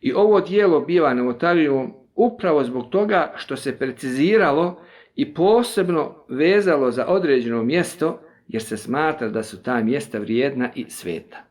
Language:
Bosnian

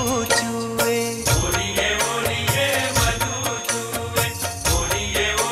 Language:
Bhojpuri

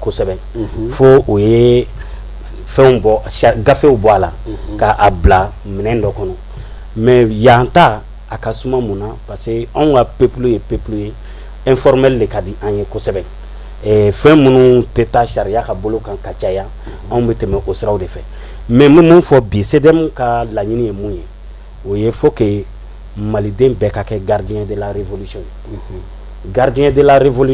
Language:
Bambara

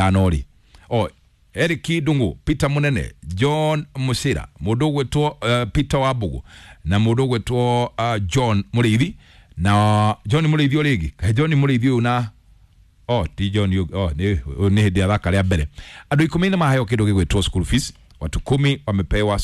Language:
Kikuyu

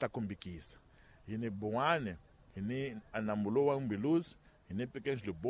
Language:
Tsonga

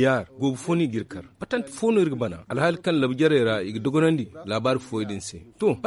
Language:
Zarma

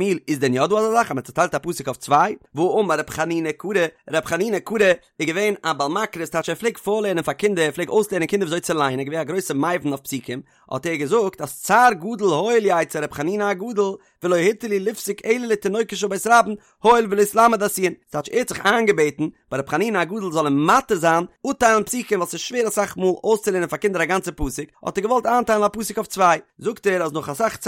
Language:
Yiddish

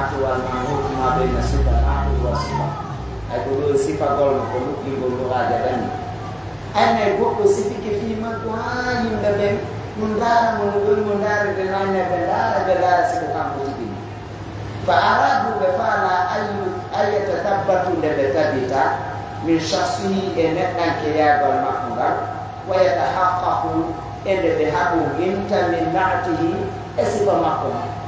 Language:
Pular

